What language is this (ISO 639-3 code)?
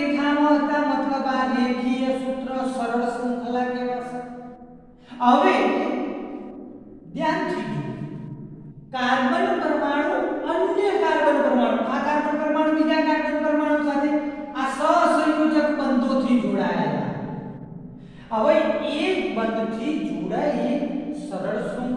guj